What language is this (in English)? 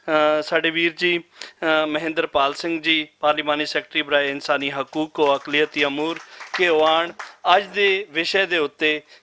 Western Panjabi